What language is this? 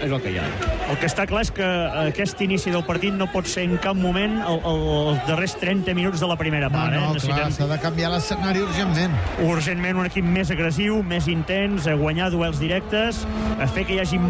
Catalan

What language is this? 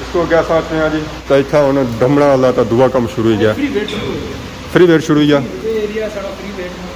Pahari-Potwari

